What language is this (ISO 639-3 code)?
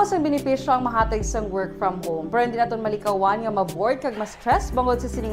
hil